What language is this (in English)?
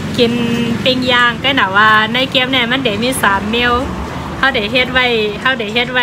Shan